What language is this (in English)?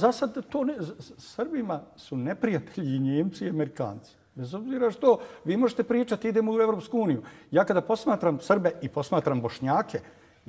Bosnian